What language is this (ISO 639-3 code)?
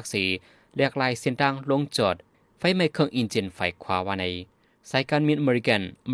shn